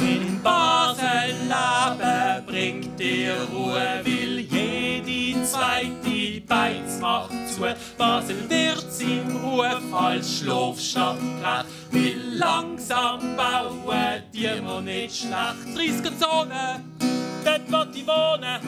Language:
Swiss German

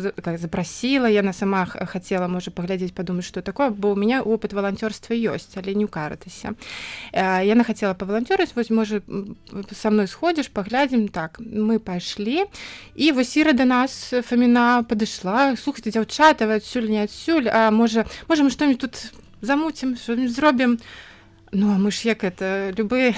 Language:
Belarusian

